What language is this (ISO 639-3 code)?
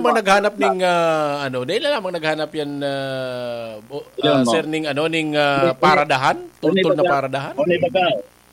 bik